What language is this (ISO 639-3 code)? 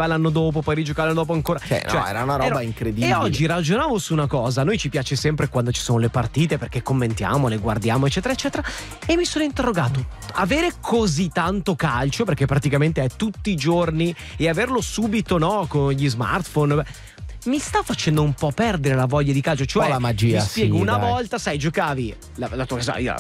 ita